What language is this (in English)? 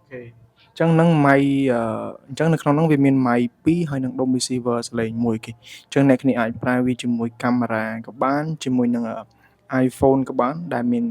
Khmer